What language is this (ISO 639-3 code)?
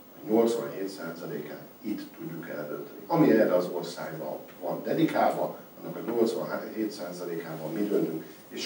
hun